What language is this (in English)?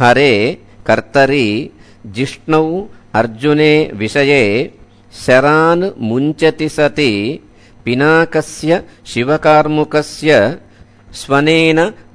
Sanskrit